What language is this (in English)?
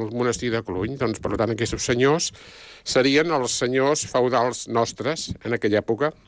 Catalan